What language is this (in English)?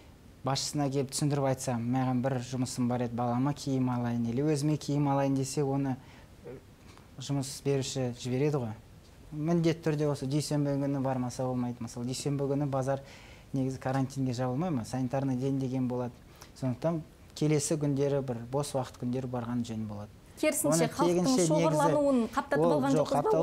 Kazakh